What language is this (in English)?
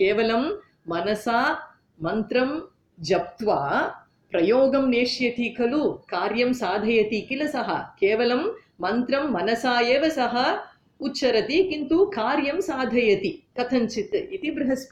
Sanskrit